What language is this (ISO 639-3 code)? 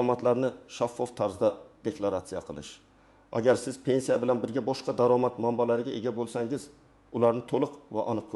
uzb